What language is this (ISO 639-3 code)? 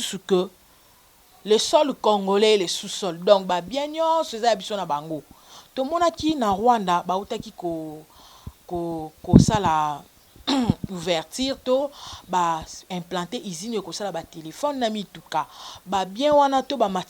lin